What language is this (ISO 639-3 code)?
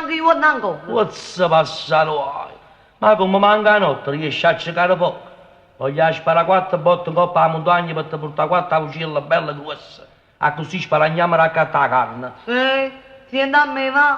nap